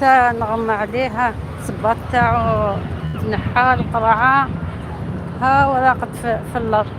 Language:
Algerian Arabic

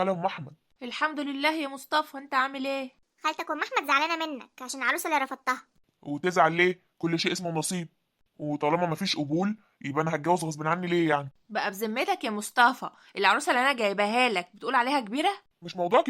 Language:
Egyptian Arabic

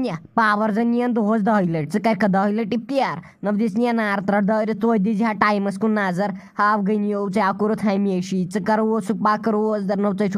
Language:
Kashmiri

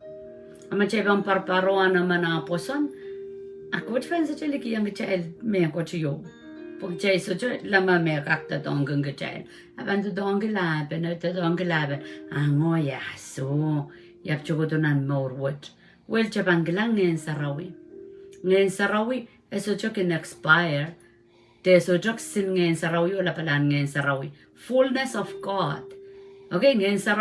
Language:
Pohnpeian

